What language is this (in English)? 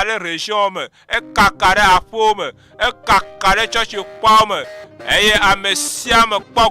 Ewe